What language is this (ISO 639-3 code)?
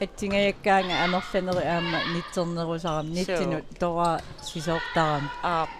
kal